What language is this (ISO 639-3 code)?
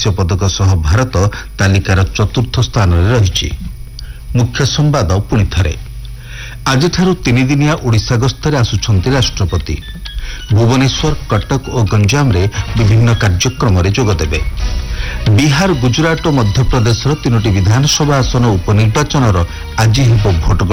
ori